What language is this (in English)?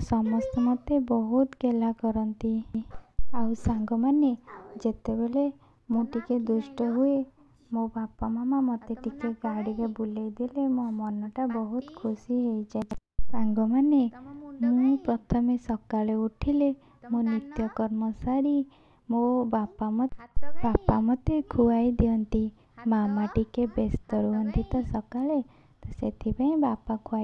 Odia